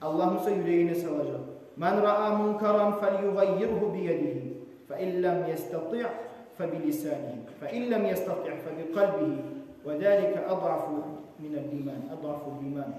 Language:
Kumyk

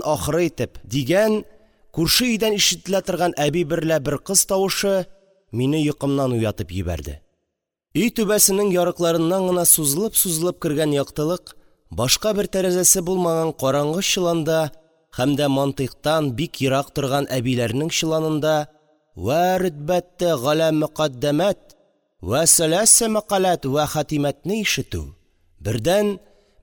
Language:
Tatar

